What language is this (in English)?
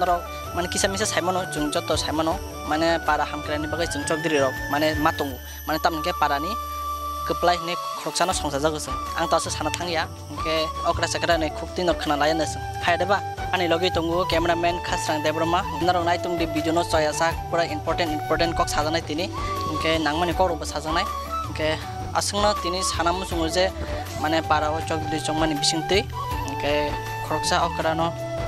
Kok Borok